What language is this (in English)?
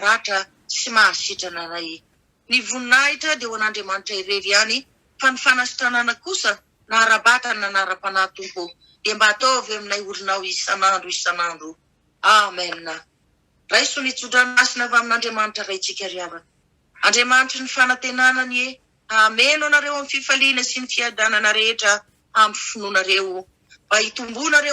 Malagasy